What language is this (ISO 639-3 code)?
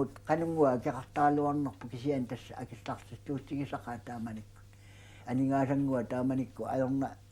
kal